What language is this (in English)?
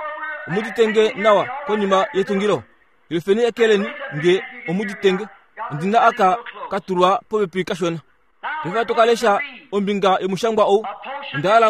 Kuanyama